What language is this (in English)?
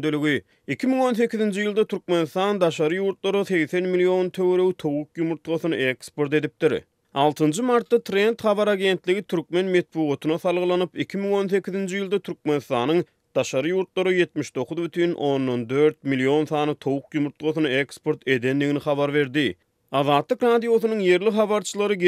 Turkmen